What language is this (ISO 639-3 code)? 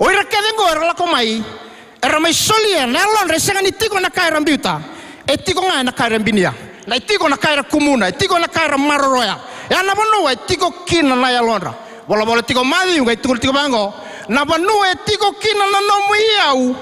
fij